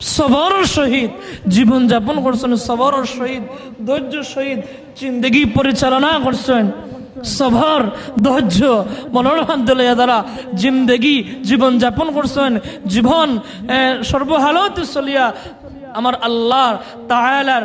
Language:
Sylheti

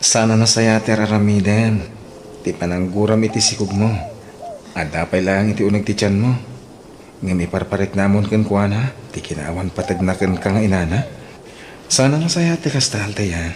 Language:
Iloko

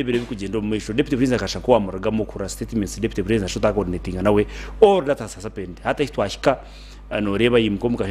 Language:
Nyankole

